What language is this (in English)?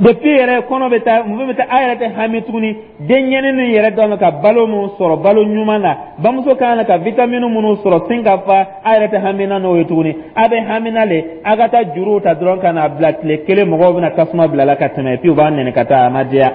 Dyula